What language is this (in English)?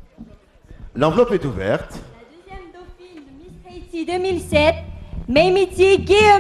French